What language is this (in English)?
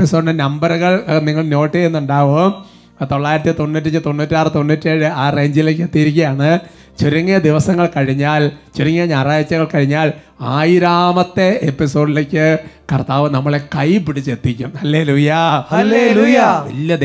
Malayalam